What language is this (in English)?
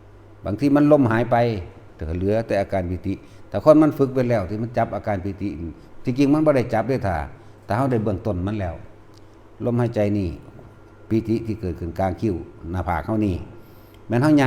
Northeastern Thai